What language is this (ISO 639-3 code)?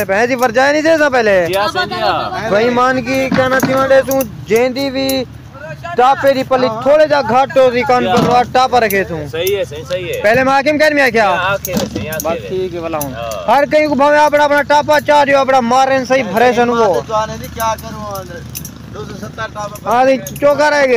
skr